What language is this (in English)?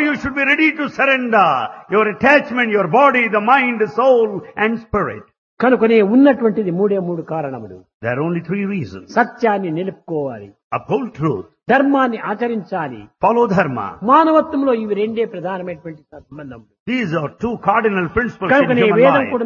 Telugu